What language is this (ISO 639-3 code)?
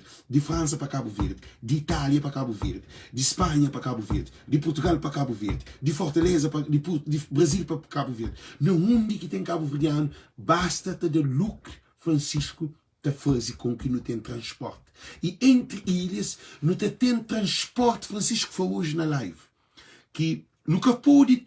kea